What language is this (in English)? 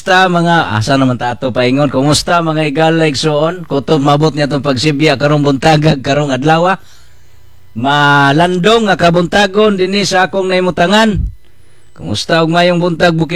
Cebuano